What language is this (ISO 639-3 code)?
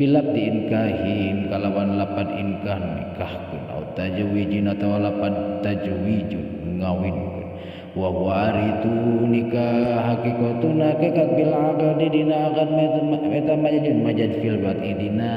sun